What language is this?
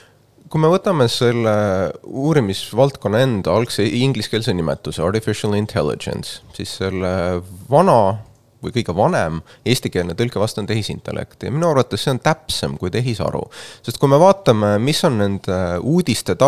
Estonian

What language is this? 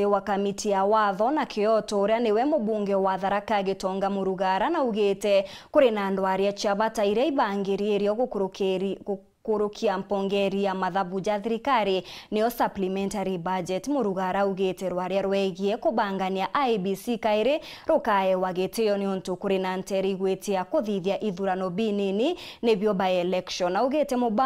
Meru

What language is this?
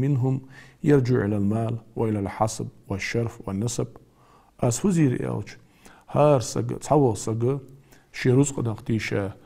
Ingush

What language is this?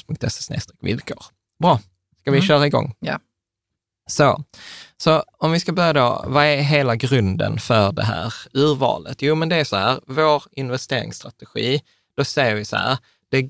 Swedish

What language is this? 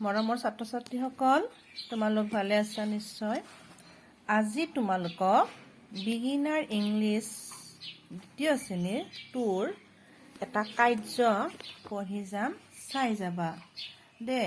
Assamese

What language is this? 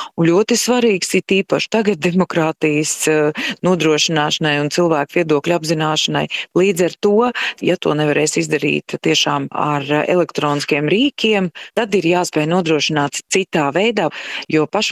Latvian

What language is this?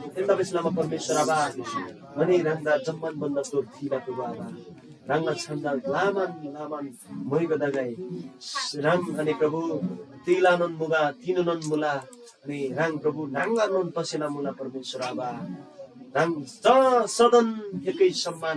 Eastern Tamang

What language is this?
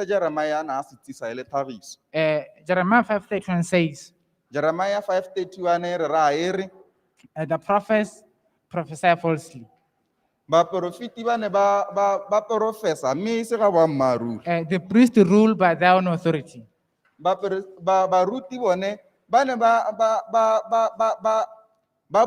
Tswana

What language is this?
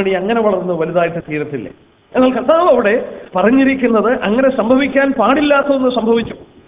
Malayalam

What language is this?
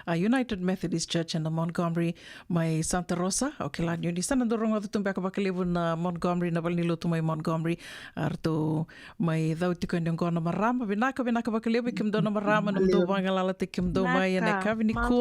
Fijian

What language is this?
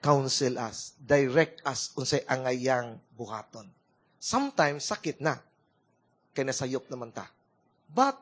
Cebuano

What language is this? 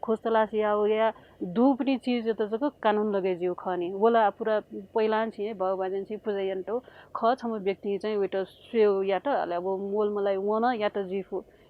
Newari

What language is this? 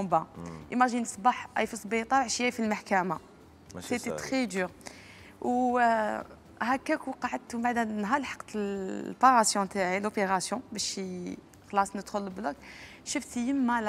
Algerian Arabic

